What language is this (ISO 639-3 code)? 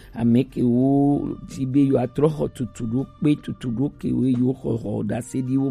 gej